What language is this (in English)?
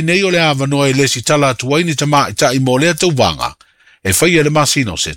Samoan